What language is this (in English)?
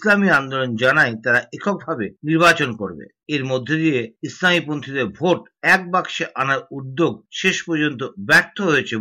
Bangla